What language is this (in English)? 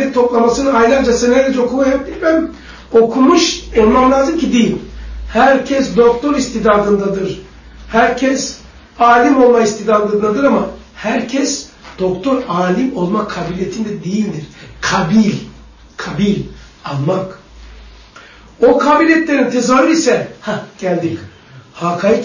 Turkish